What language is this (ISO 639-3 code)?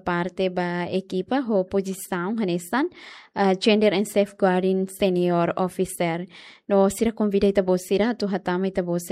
tet